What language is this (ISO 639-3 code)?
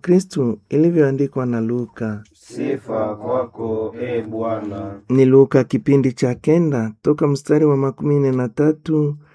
swa